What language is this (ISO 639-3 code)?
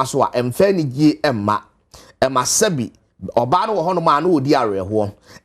aka